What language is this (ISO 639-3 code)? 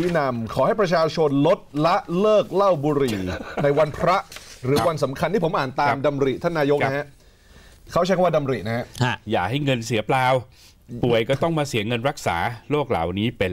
tha